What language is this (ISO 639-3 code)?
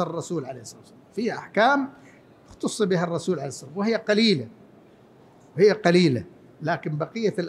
ara